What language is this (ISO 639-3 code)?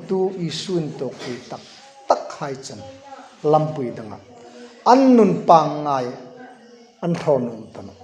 hmr